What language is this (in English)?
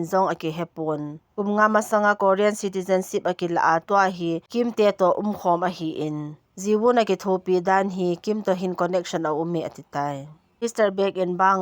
Thado Chin